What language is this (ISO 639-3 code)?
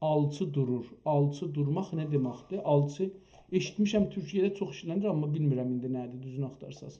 azb